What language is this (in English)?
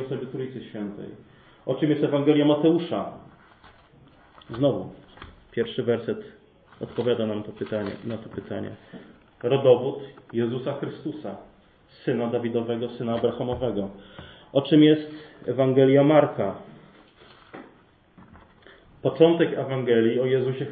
Polish